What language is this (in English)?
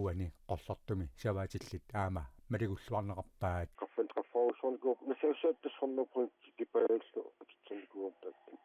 Kalaallisut